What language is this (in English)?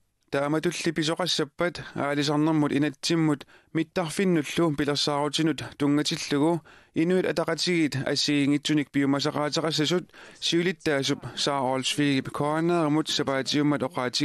Kalaallisut